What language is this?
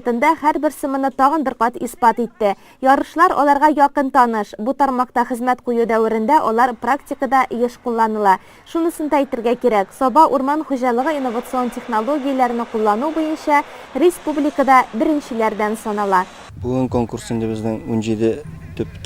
Tatar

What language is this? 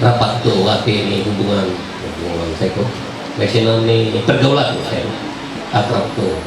Ma'anyan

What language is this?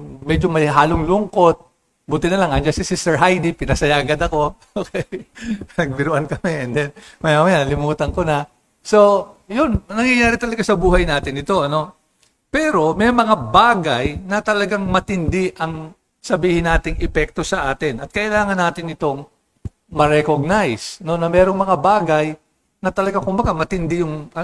Filipino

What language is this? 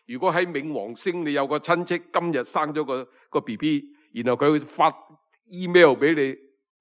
Cantonese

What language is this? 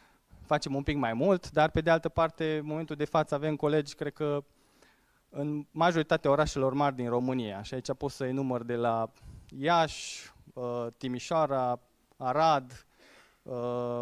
Romanian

